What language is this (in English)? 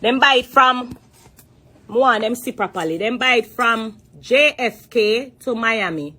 Jamaican Creole English